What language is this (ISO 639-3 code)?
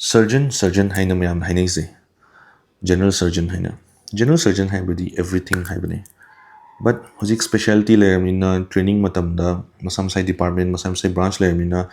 mni